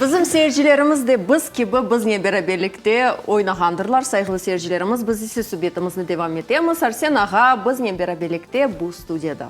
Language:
Crimean Tatar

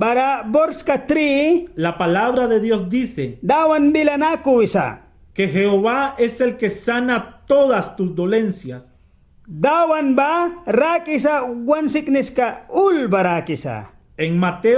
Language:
Mískito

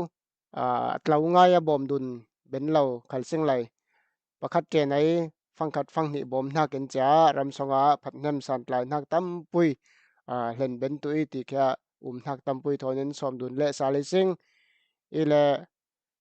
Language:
Falam Chin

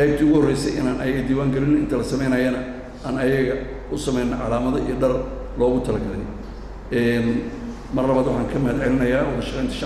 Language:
Somali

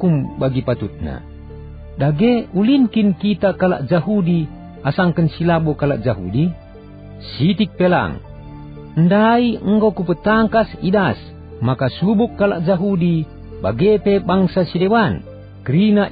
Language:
Batak Karo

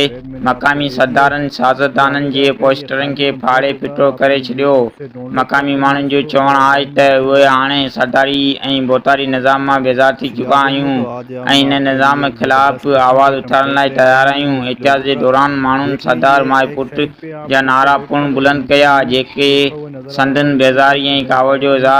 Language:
Sindhi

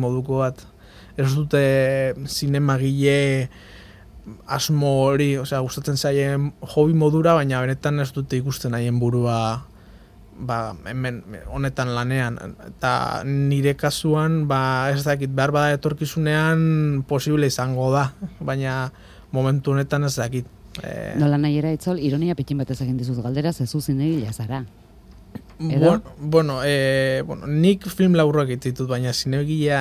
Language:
Basque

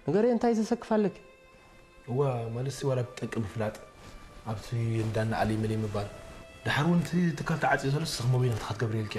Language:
Tigrinya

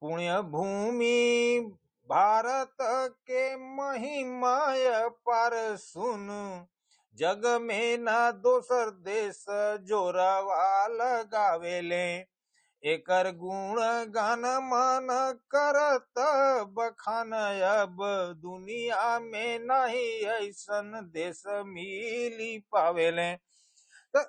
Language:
Bhojpuri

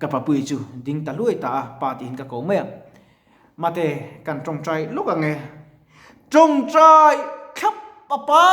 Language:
Mizo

